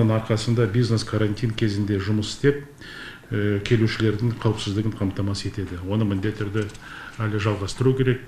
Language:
Kazakh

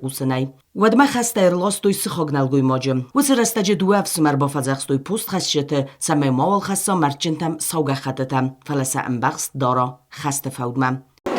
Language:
Ossetic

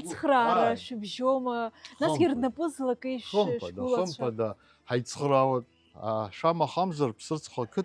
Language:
Abkhazian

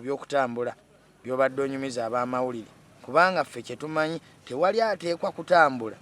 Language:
Ganda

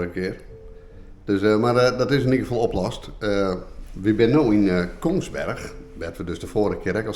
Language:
Western Frisian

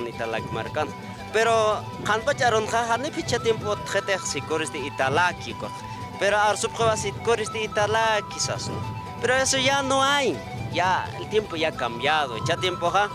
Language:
Aymara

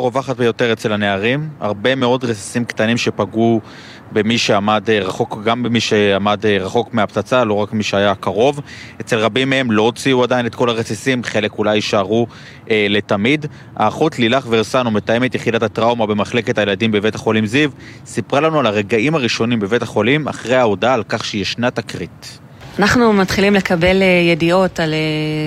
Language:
Hebrew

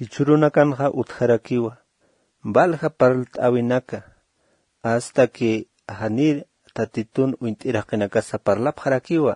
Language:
Aymara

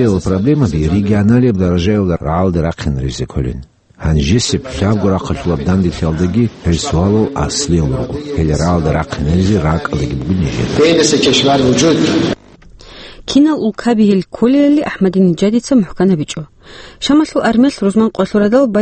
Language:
Avaric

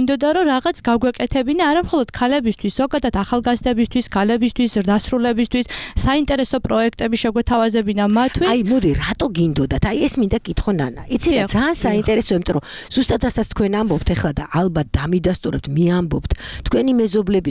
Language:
Georgian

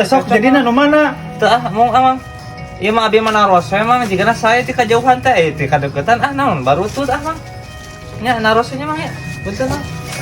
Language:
Sundanese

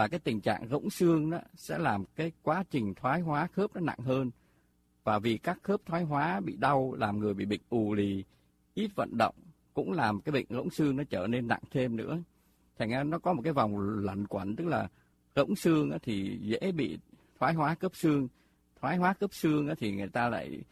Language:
Vietnamese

